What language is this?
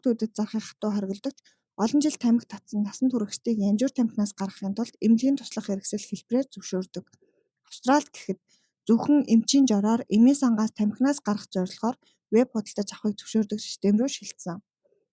Mongolian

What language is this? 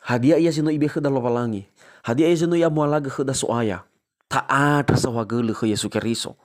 Nias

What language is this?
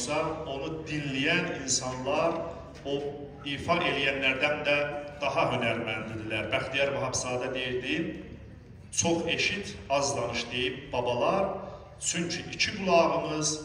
South Azerbaijani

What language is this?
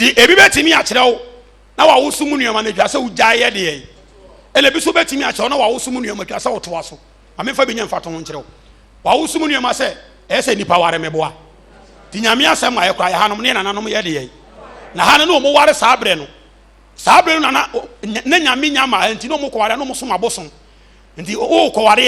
Akan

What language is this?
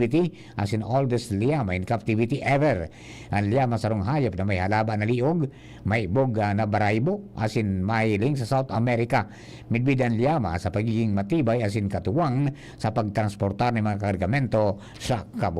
Bikol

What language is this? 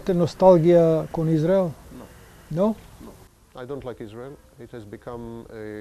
Macedonian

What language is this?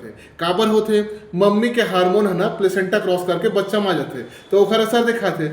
Chhattisgarhi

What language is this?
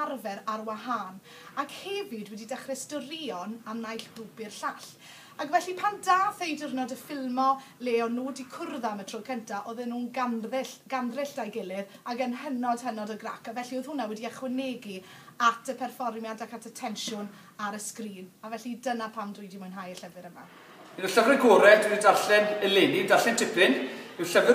Welsh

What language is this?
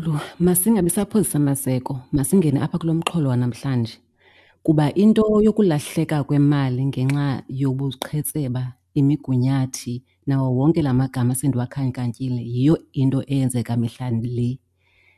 Xhosa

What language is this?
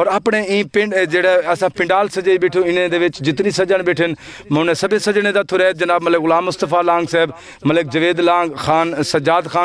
Saraiki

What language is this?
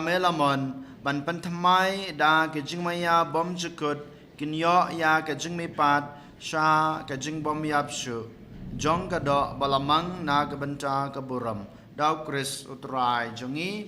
Khasi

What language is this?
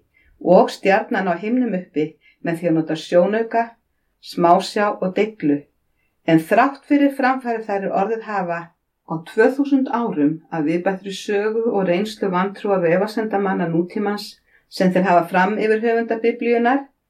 Icelandic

